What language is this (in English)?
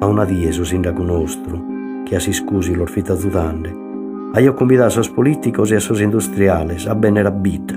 Sardinian